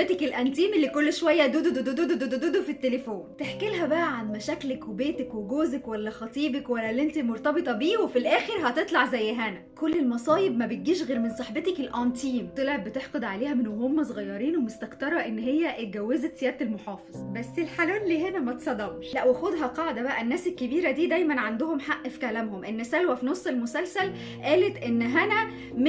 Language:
Egyptian Arabic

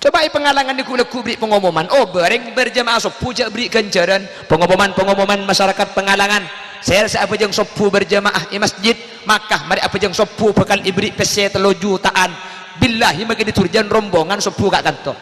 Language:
Madurese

